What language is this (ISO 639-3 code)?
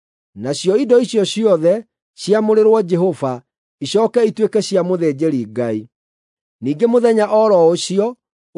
kik